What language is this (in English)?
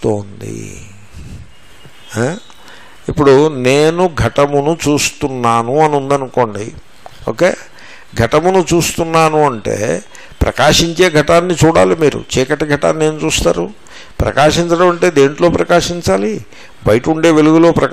Telugu